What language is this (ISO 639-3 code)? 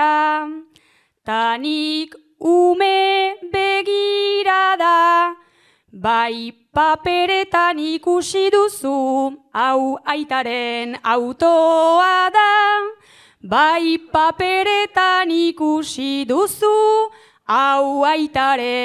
eus